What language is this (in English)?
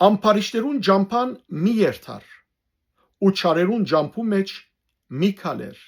Western Armenian